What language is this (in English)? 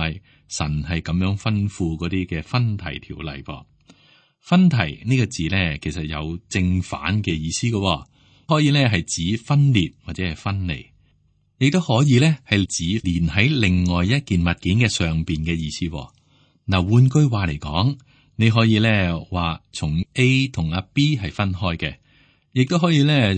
Cantonese